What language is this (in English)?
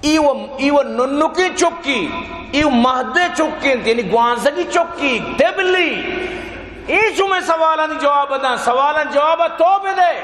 Eastern Balochi